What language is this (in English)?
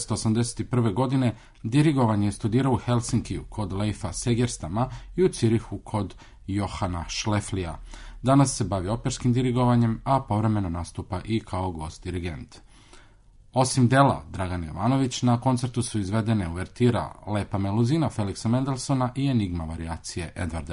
Serbian